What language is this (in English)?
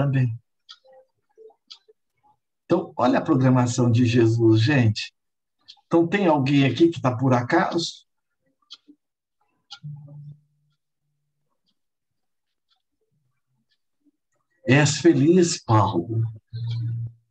Portuguese